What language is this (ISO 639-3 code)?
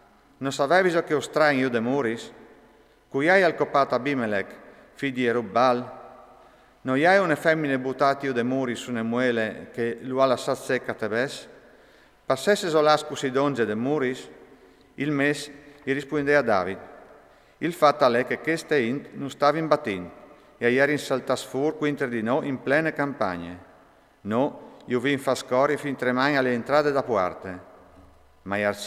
fur